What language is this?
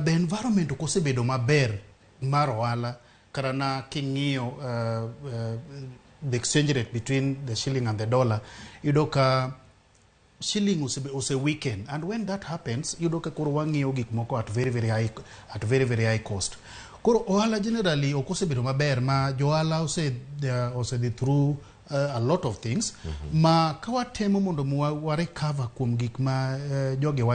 Luo (Kenya and Tanzania)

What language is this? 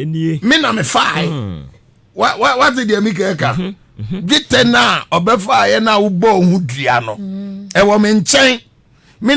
Akan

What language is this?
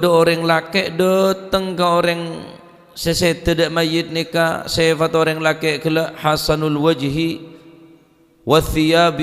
Madurese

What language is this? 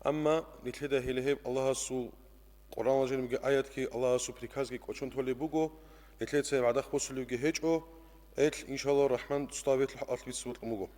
Avaric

